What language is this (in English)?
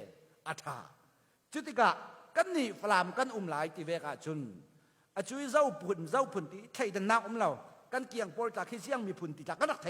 Falam Chin